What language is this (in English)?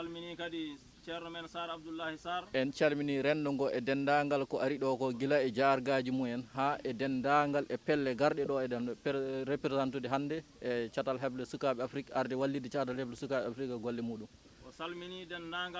Fula